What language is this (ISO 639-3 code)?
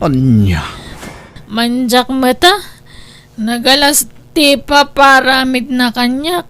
ilo